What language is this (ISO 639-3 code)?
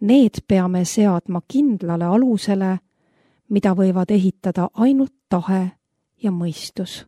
est